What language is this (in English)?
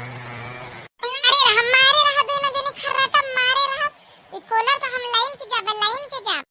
Awadhi